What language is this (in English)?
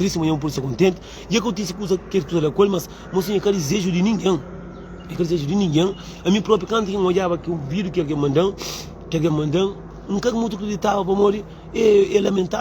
Kabuverdianu